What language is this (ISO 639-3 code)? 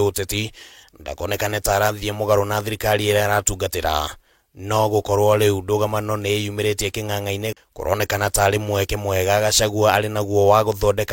kik